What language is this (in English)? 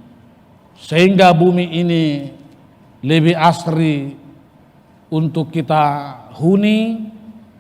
Batak Toba